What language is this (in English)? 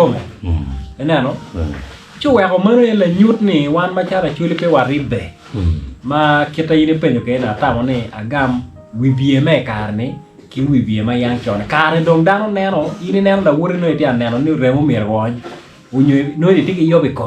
Acoli